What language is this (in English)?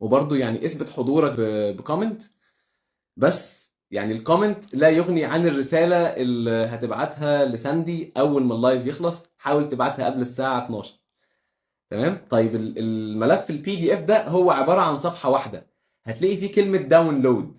Egyptian Arabic